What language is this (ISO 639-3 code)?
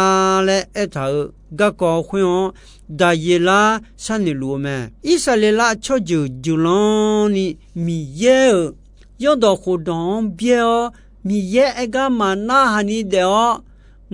ahk